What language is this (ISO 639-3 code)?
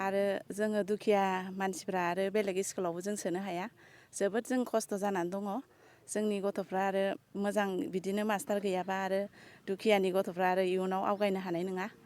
brx